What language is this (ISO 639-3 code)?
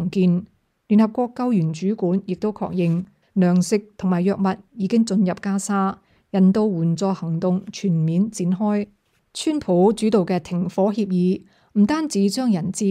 yue